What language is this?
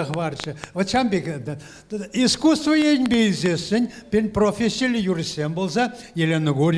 Chuvash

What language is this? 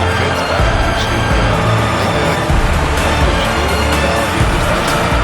Bavarian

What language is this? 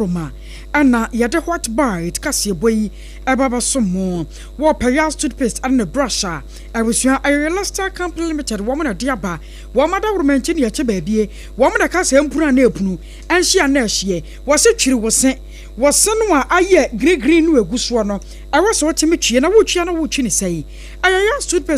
Akan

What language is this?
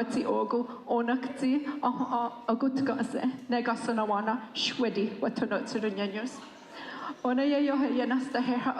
Mohawk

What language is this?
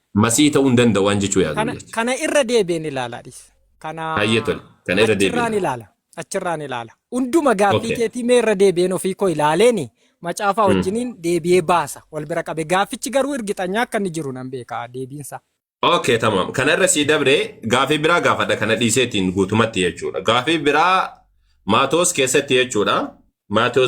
Oromo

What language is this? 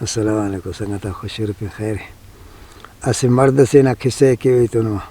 Brahui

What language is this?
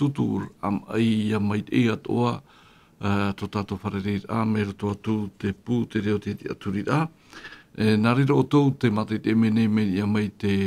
Tahitian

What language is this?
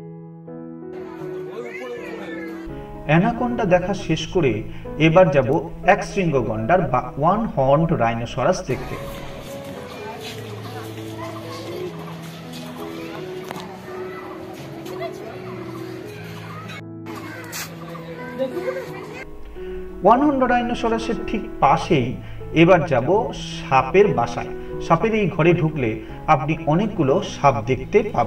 Bangla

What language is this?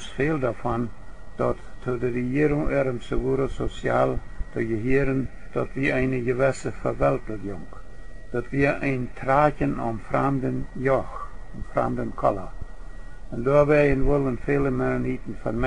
Plautdietsch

